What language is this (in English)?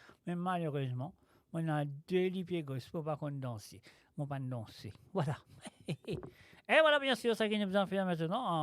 Morisyen